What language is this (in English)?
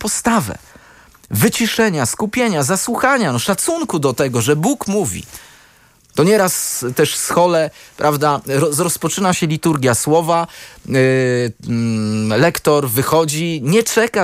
Polish